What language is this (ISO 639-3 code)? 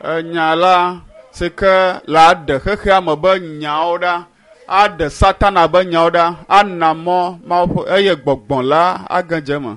ewe